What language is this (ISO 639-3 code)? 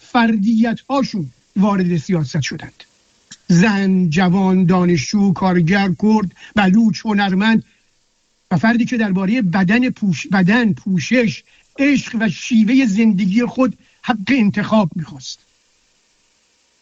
fas